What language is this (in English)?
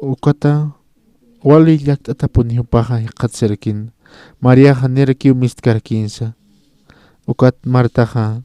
Aymara